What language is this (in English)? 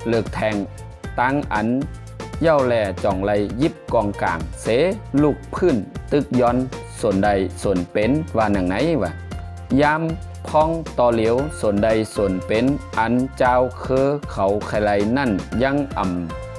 Shan